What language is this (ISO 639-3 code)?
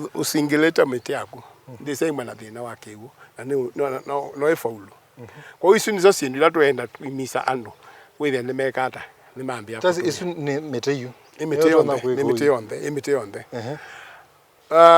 kam